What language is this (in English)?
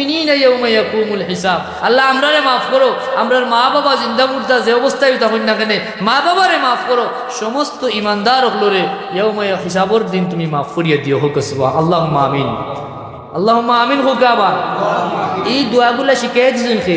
Sylheti